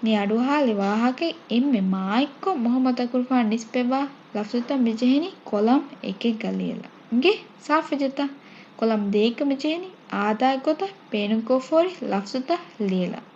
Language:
Divehi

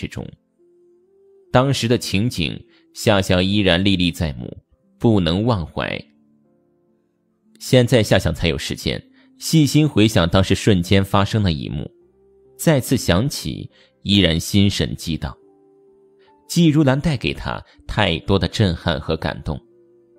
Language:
Chinese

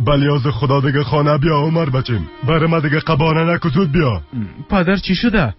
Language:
Persian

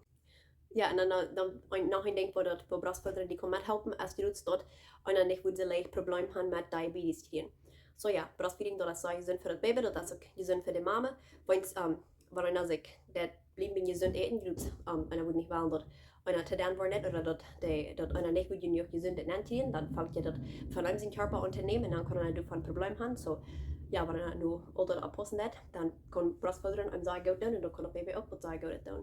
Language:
Plautdietsch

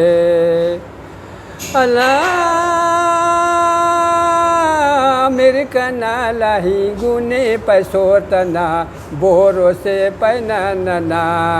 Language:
Brahui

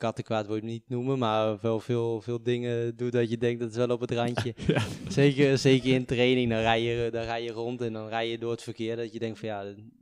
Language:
Dutch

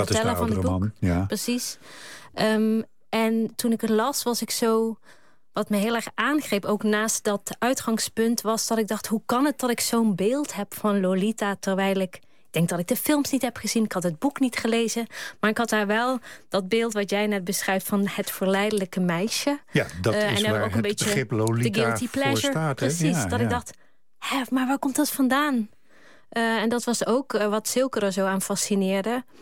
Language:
Dutch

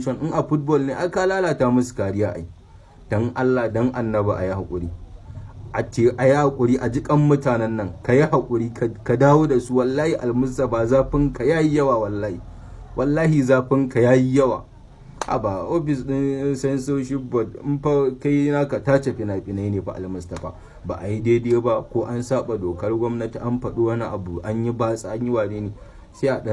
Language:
Hausa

